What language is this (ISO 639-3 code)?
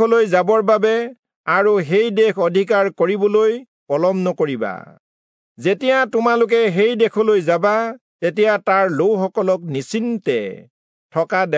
asm